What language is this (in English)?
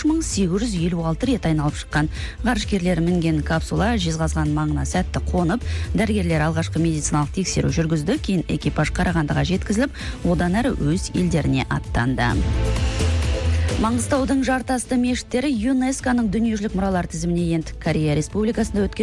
Kazakh